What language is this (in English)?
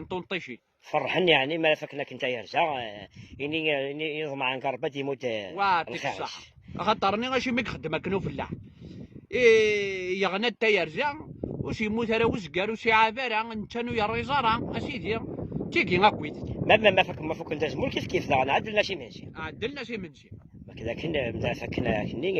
Kabyle